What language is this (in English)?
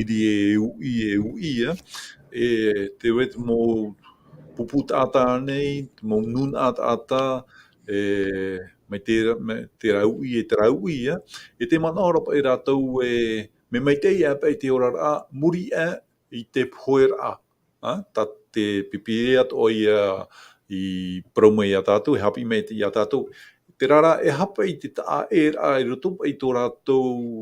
Tahitian